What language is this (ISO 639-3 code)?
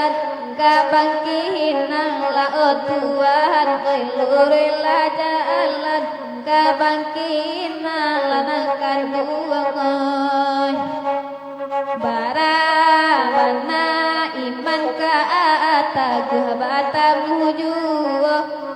min